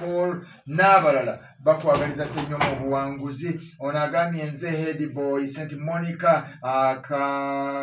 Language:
Ganda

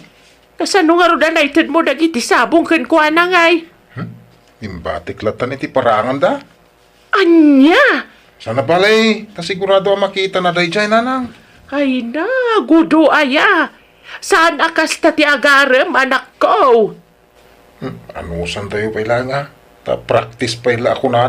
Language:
Iloko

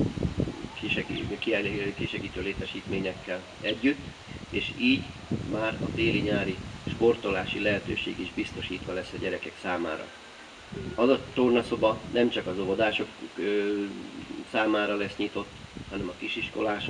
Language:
Hungarian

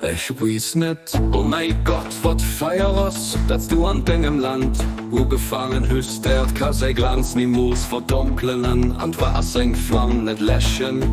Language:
Luxembourgish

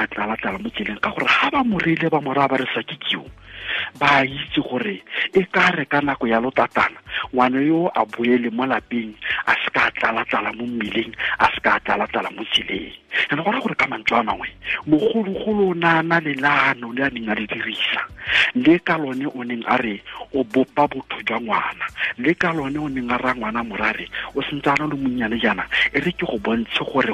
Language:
Tswana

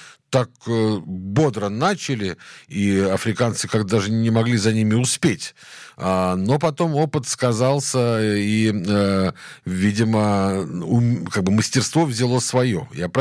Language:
Russian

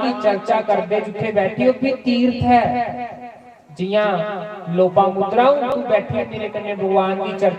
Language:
Dogri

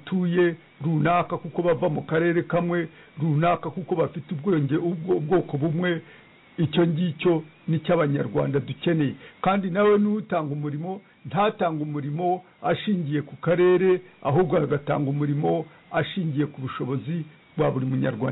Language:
Kinyarwanda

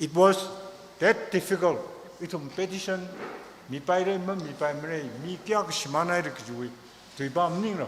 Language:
Tangkhul Naga (India)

